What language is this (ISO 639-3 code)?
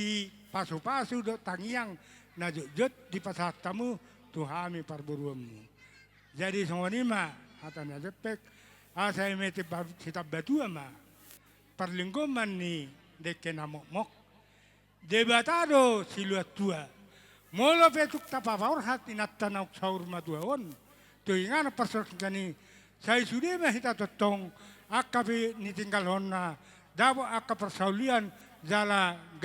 bbc